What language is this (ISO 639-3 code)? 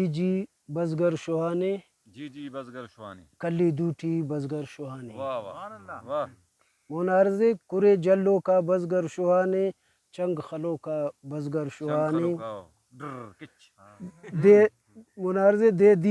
brh